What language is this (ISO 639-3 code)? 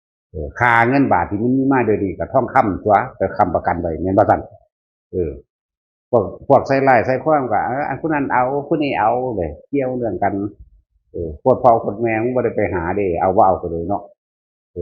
tts